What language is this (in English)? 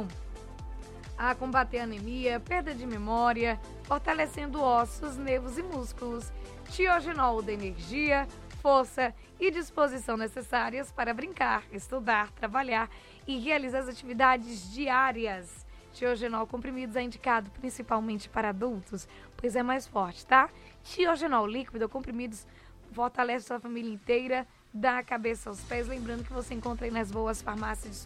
Portuguese